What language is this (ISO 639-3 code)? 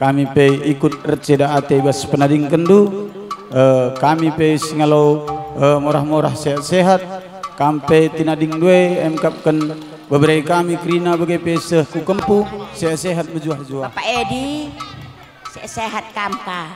btx